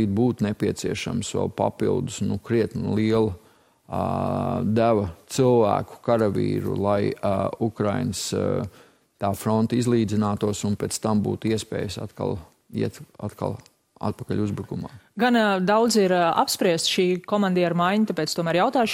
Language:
Latvian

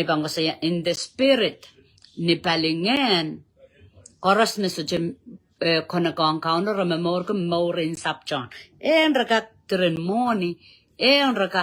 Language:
Pohnpeian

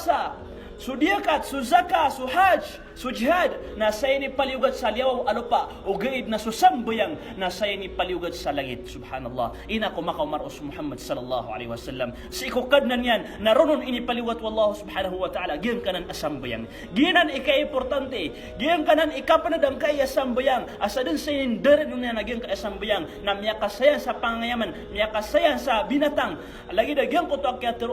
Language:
Maranao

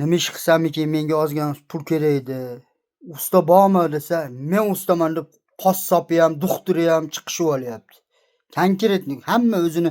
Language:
Uzbek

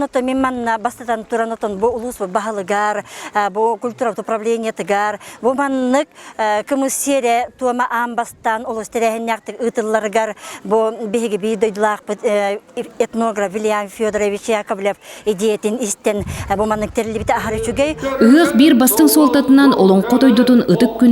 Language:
Yakut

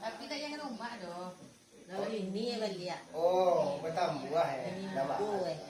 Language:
Minangkabau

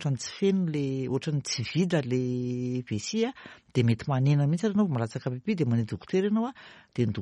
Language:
Malagasy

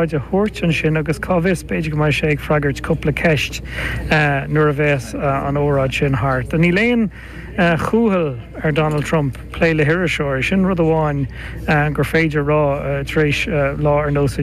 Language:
Irish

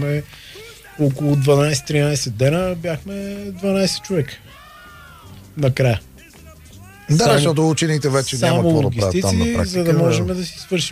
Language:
Bulgarian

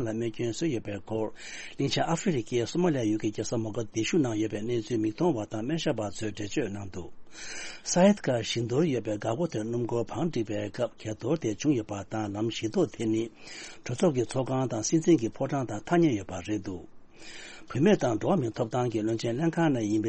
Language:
Tibetan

